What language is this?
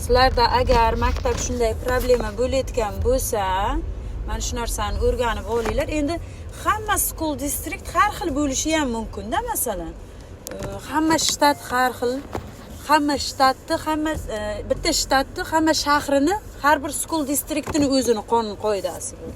Uzbek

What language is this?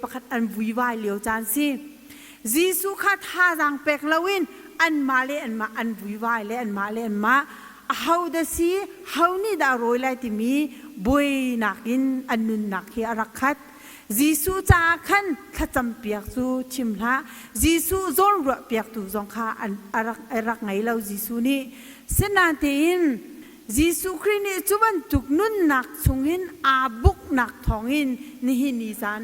Hakha Chin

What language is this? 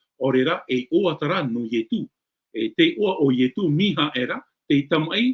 Tahitian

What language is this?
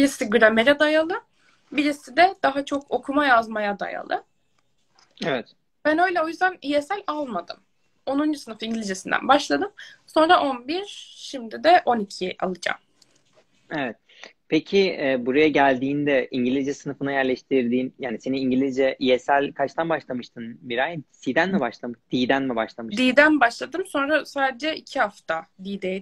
Turkish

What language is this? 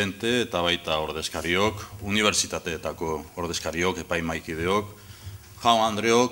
Basque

